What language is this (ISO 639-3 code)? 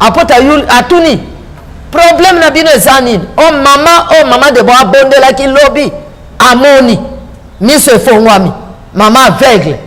lin